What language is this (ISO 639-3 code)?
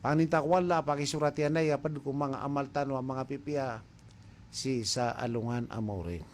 mrw